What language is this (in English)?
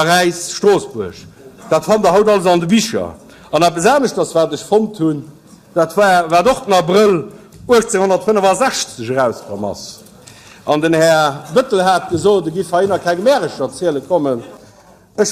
Luxembourgish